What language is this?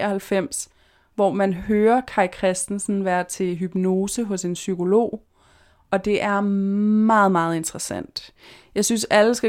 Danish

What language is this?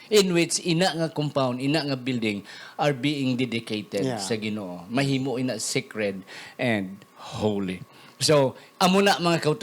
Hiligaynon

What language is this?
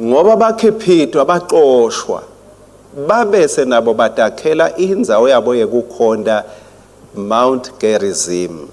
Swati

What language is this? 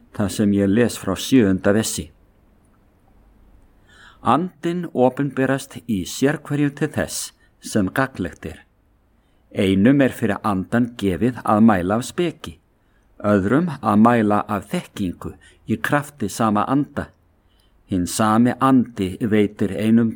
Icelandic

